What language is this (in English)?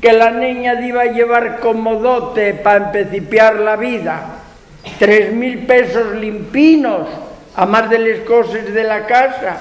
Asturian